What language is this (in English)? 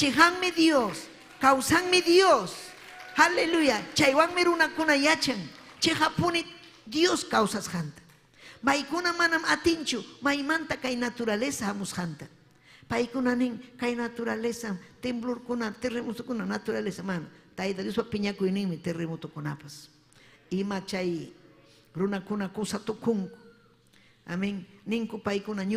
Ayacucho Quechua